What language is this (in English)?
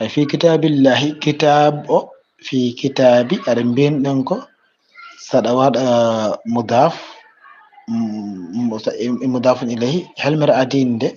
Fula